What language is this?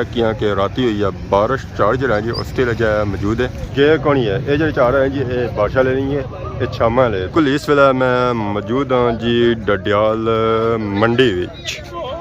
Pahari-Potwari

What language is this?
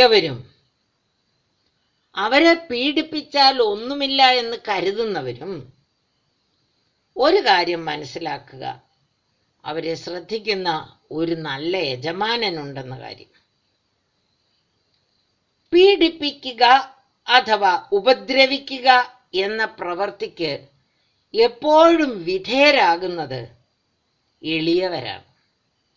Malayalam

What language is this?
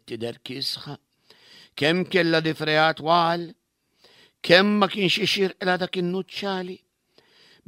Maltese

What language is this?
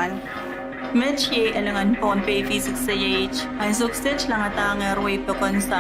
Pohnpeian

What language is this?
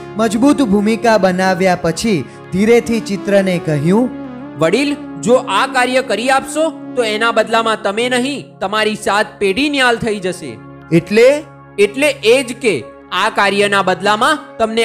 Gujarati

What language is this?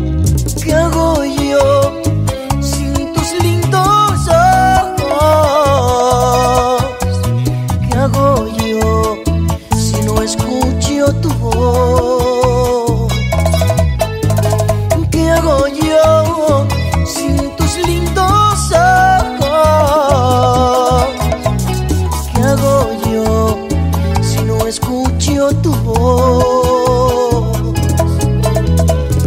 Spanish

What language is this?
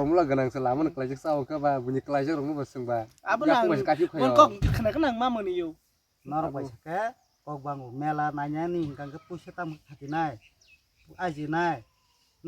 Kok Borok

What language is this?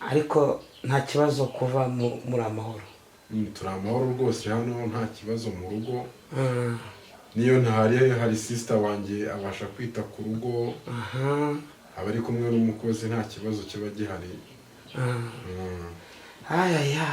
Kinyarwanda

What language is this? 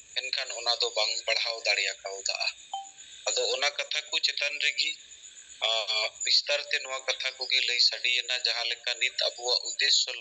Santali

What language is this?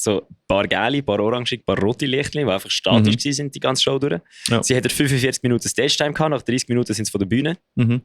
Swiss German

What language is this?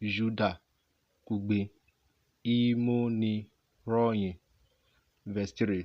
Urhobo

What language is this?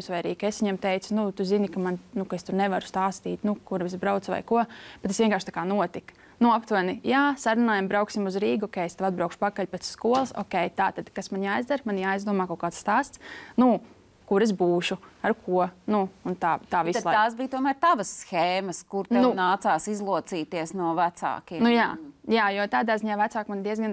Latvian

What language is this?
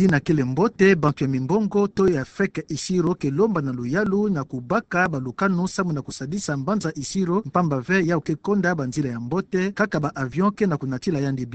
Kituba (Democratic Republic of Congo)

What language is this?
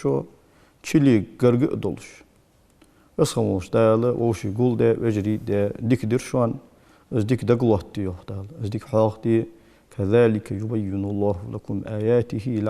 Ingush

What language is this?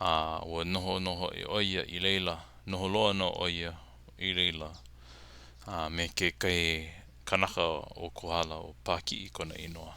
Hawaiian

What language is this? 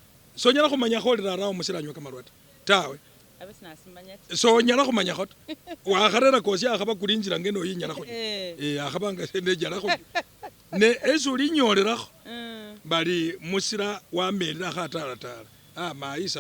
Masaaba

